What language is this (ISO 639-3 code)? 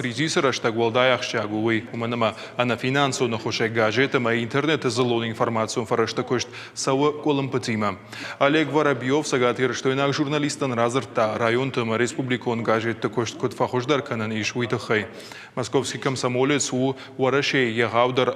oss